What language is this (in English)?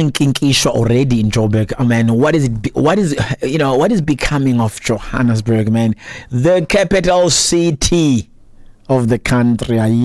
Xhosa